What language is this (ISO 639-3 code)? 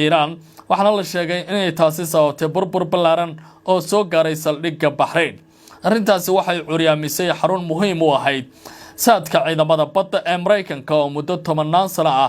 som